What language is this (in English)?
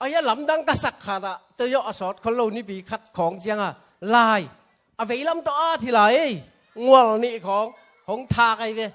Tedim Chin